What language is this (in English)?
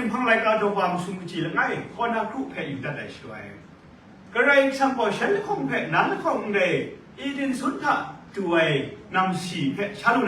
Kachin